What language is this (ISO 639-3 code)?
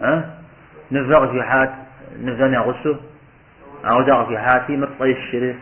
kbd